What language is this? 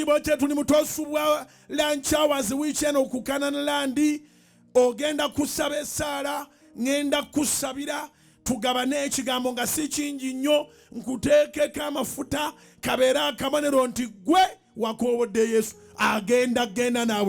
Ganda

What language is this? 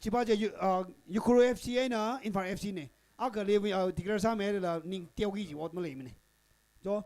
Tangkhul Naga (India)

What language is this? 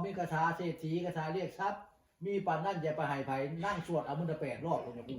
Northeastern Thai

